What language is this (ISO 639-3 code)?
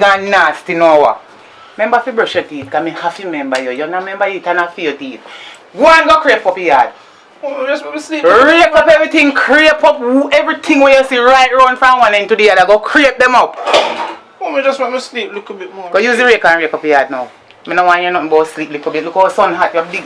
jam